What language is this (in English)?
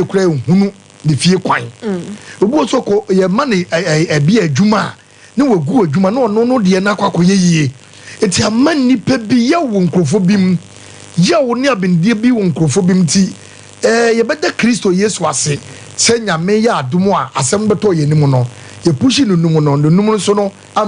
Akan